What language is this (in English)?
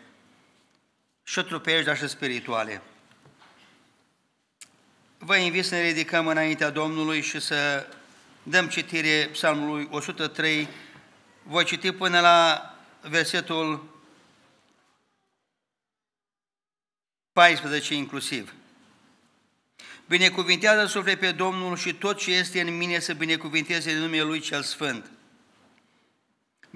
Romanian